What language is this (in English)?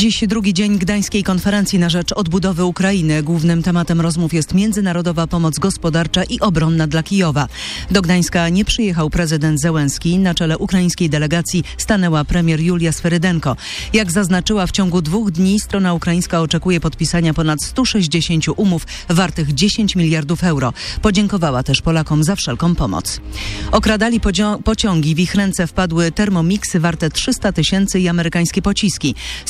Polish